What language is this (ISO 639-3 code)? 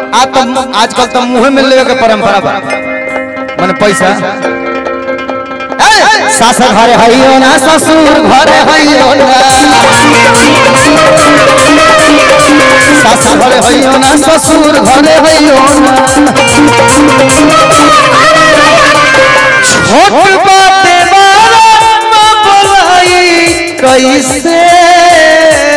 bho